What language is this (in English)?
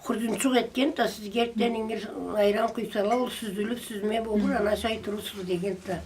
Karachay-Balkar